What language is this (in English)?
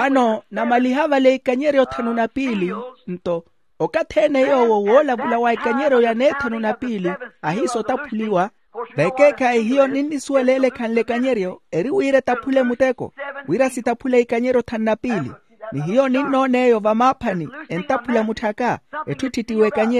Makhuwa